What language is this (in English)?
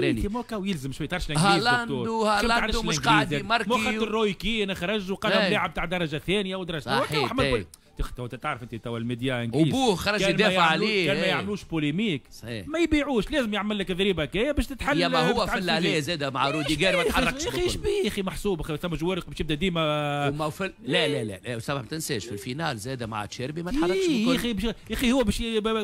Tunisian Arabic